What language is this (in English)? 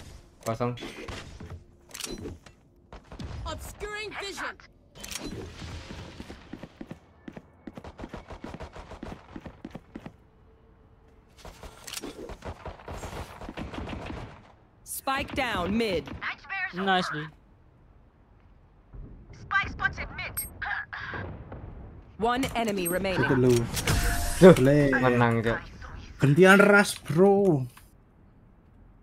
Indonesian